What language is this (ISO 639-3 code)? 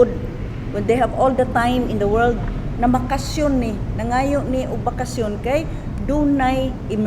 ceb